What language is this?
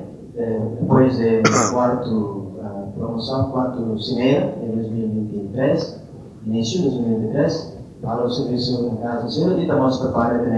Tetum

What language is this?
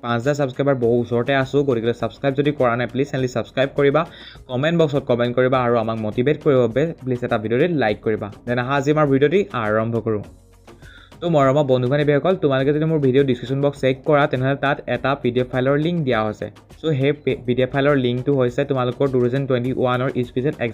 Assamese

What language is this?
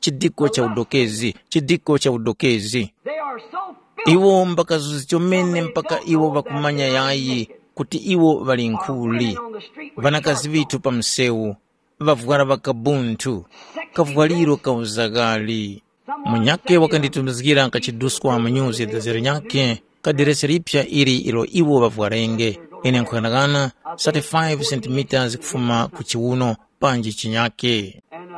Tumbuka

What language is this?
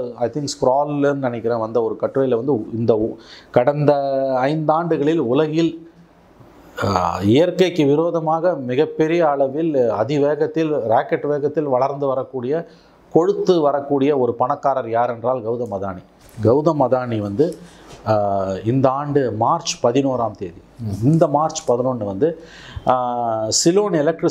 Tamil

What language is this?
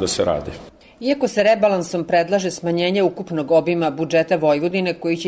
Serbian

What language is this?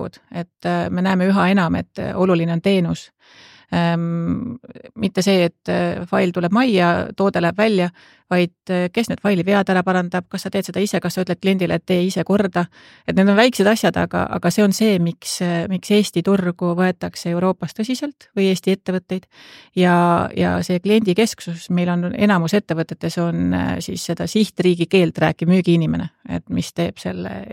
Estonian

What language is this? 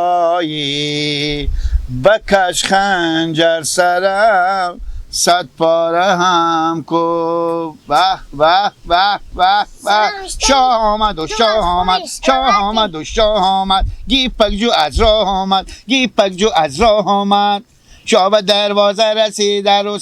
Hazaragi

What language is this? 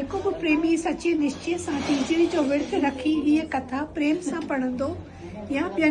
Sindhi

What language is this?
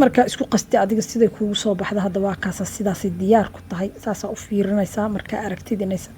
Somali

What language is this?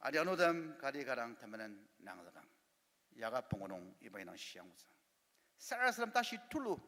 Ao Naga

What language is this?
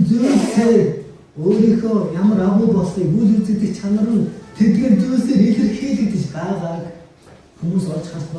Mongolian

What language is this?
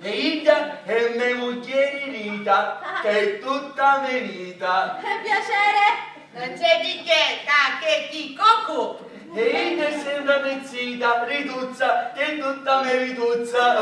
Sicilian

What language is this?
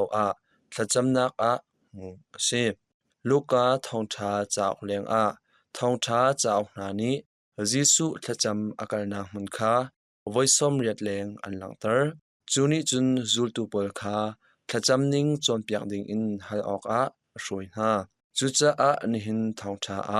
Hakha Chin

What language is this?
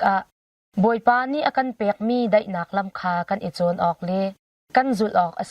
Hakha Chin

